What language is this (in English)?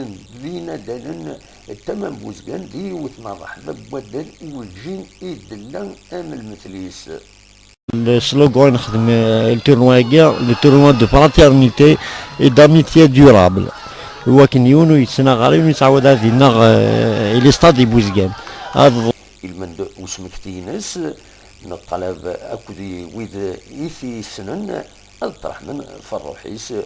Kabyle